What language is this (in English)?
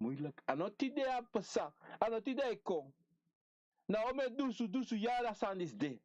Sranan Tongo